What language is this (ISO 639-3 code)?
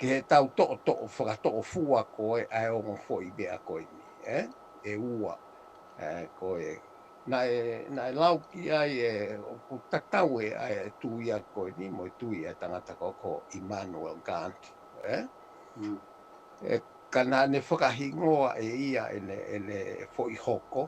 ton